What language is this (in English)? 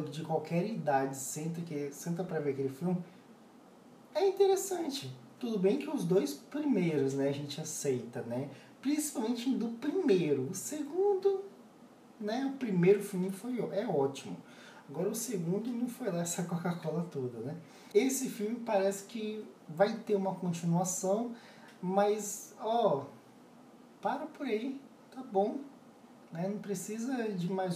Portuguese